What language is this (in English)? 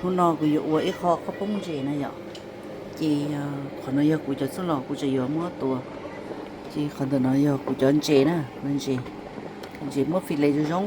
Hmong